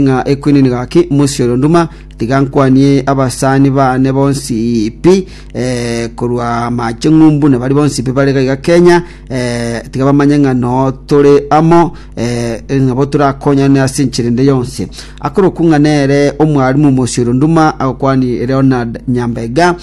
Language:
Gusii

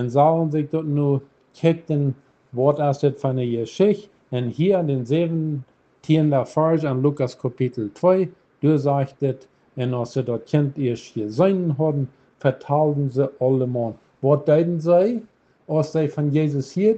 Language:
Plautdietsch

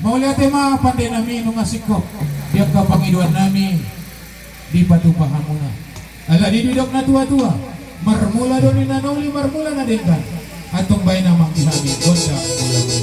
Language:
Batak Toba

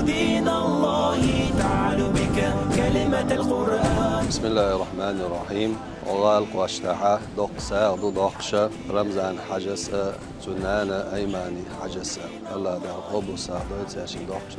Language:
Chechen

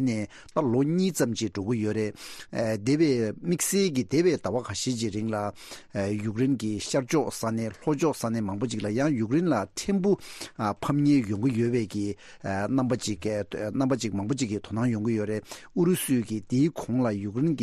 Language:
Tibetan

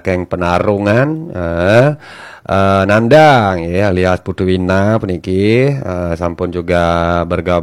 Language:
Balinese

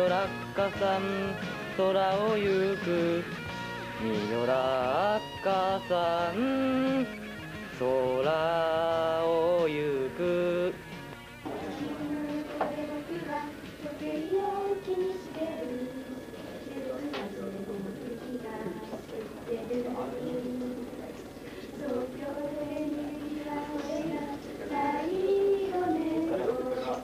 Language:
Japanese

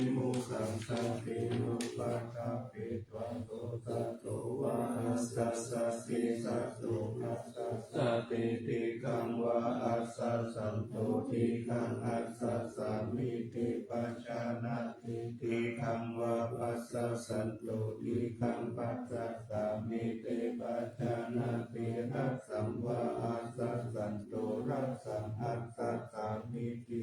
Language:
Pali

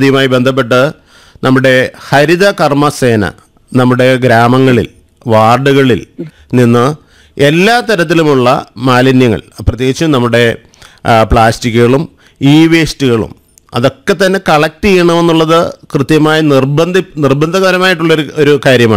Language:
Malayalam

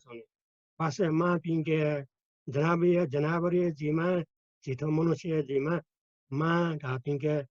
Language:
Newari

